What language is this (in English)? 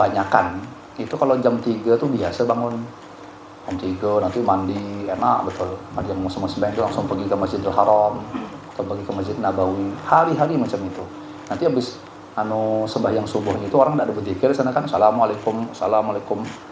Banjar